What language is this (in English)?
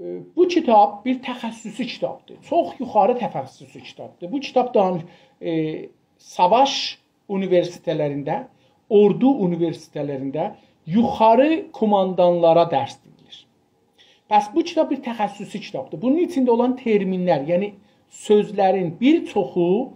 South Azerbaijani